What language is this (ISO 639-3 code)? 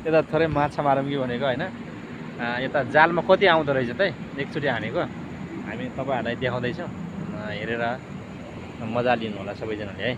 nep